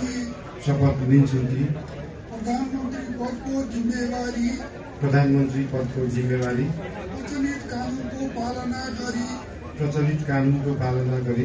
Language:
Nepali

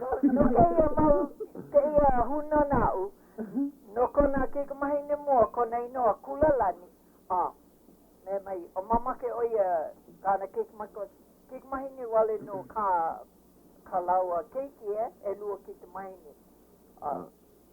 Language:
Hawaiian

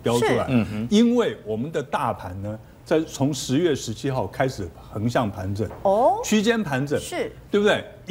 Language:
Chinese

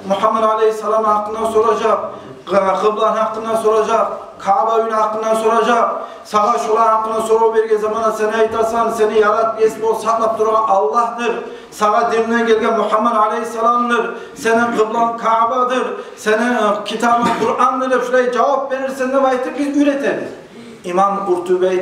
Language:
Kumyk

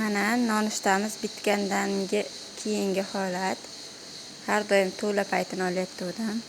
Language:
Uzbek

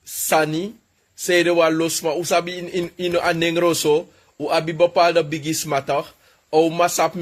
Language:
Sranan Tongo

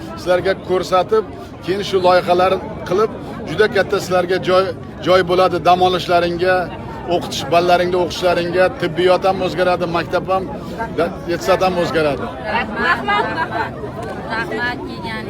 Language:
Uzbek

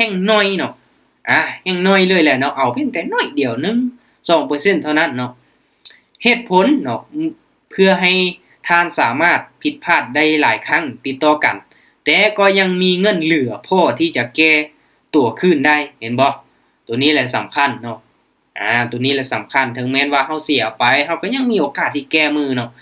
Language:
Lao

